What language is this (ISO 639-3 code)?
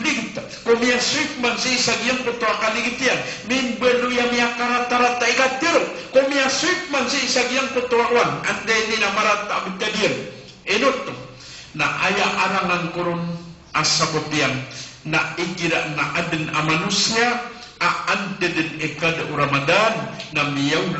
mrw